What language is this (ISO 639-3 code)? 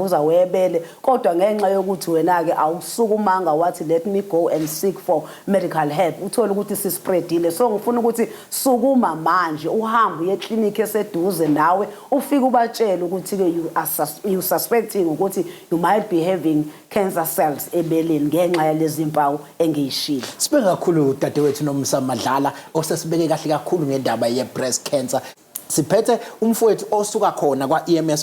zul